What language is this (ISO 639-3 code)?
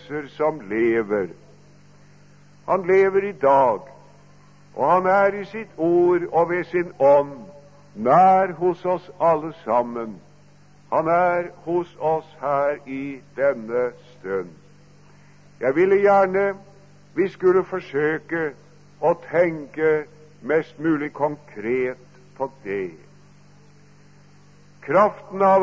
nor